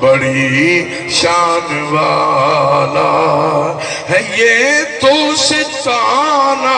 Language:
Saraiki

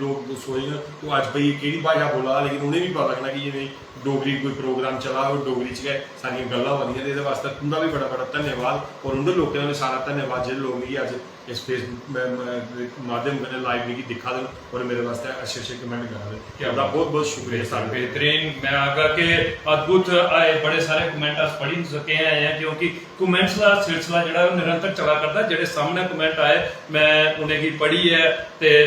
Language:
Dogri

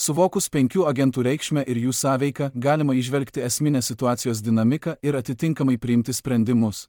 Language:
Lithuanian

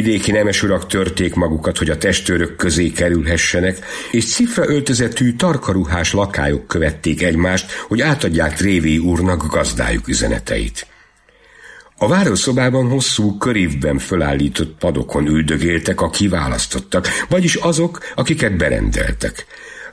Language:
Hungarian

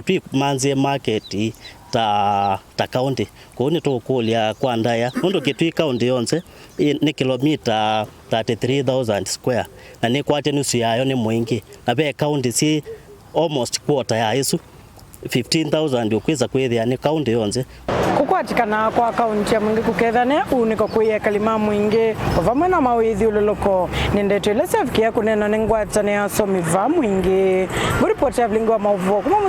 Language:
Kamba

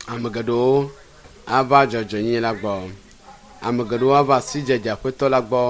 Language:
Ewe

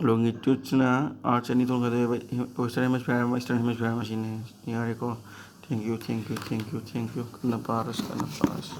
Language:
Manipuri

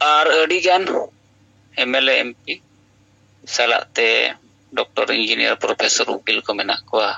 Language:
Santali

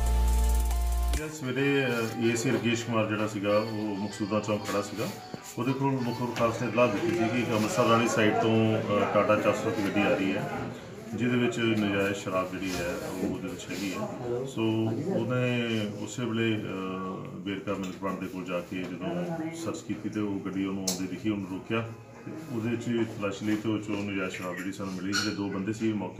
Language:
Punjabi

